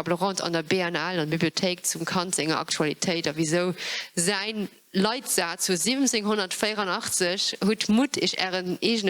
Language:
Luxembourgish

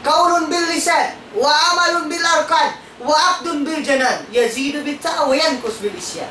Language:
Tausug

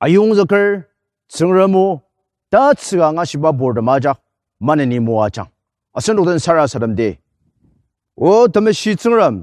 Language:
Ao Naga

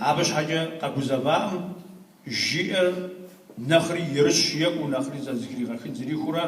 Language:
Kabardian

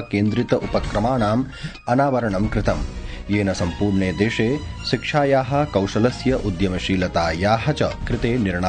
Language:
Sanskrit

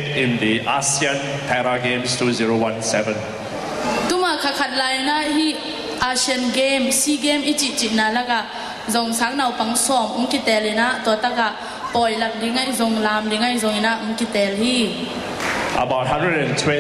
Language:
Tedim Chin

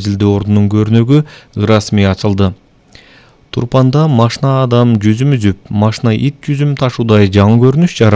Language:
Kyrgyz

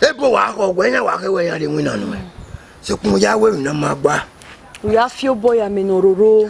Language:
Bini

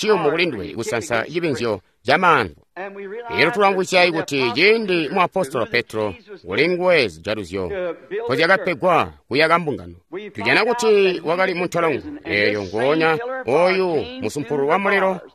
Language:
Tonga (Zambia)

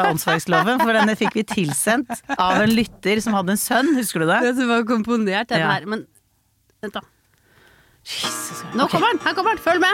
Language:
Norwegian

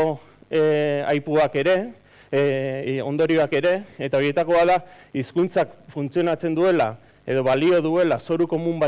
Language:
Basque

